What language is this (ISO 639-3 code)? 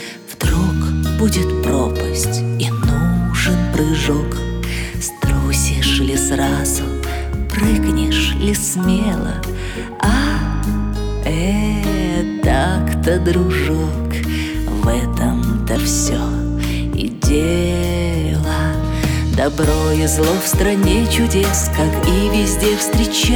rus